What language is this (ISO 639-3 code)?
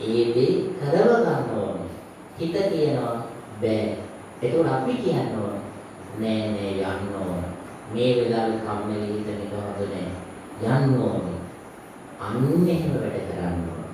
sin